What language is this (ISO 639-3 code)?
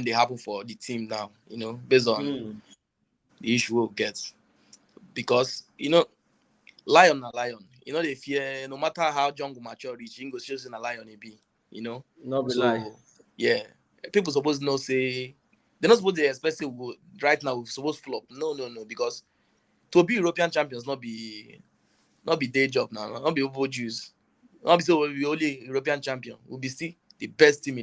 pcm